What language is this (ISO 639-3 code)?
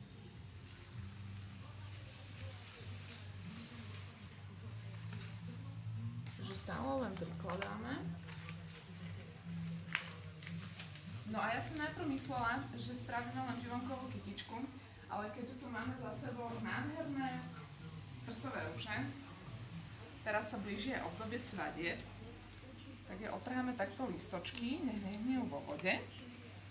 slk